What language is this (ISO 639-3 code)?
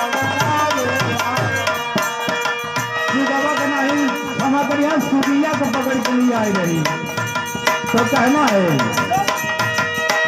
bho